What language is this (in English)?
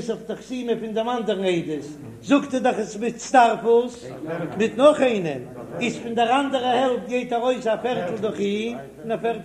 Yiddish